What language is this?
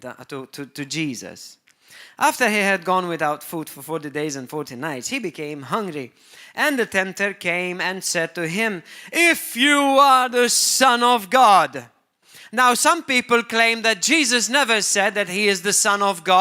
English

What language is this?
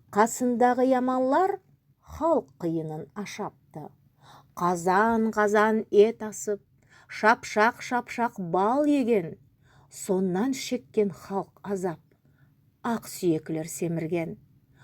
Nogai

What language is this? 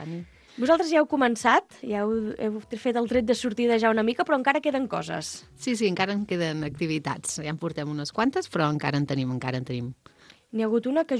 Catalan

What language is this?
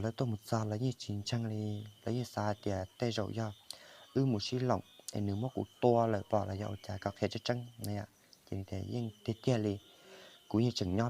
Hmong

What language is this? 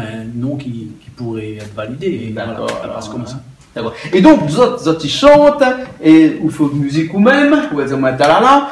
Réunion Creole French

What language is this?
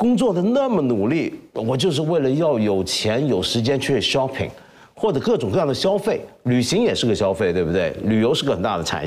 Chinese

